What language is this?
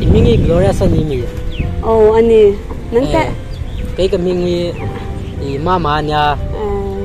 Hmar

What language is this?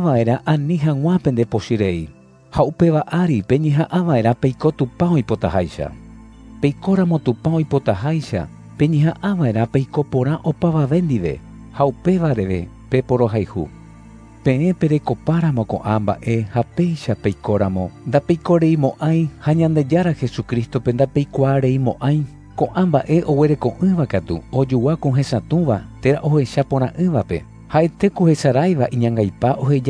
Guarani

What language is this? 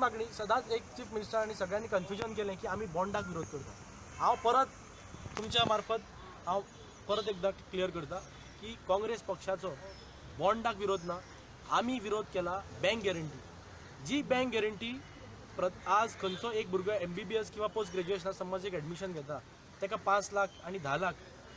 Konkani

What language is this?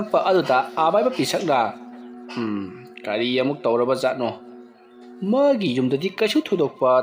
Manipuri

